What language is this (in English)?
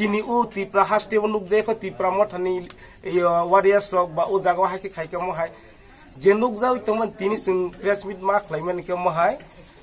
Kok Borok